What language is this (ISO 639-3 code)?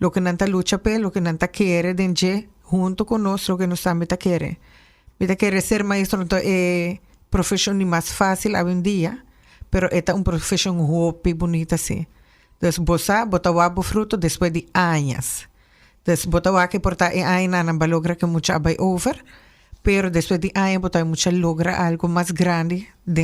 pap